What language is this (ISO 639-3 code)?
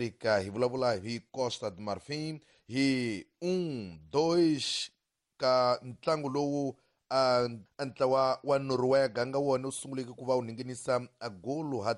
tso